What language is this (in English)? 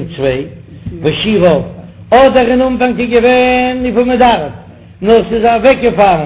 Yiddish